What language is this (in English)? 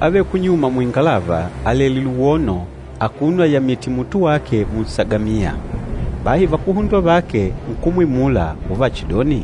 Makonde